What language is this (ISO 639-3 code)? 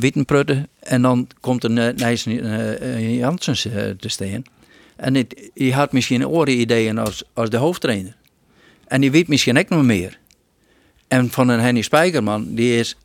fry